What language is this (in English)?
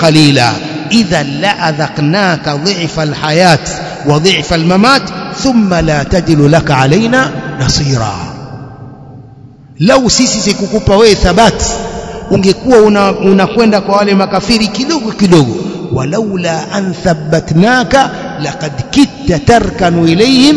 Swahili